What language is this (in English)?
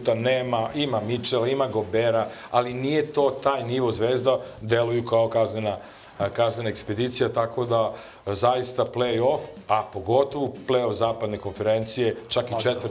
Serbian